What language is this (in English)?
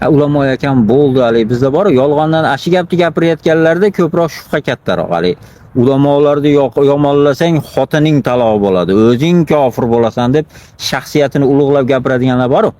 Uzbek